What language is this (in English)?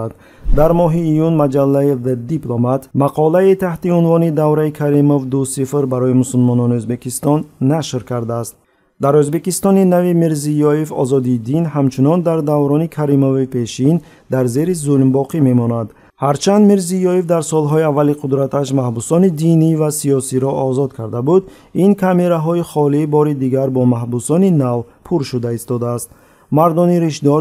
Tajik